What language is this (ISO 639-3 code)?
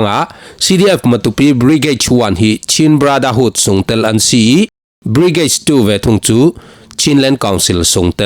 cfm